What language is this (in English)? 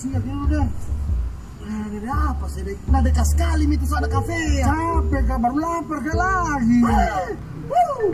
Makassar Malay